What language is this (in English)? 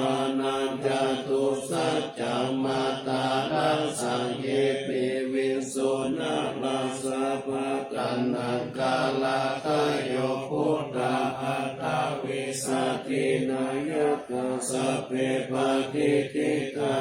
Pali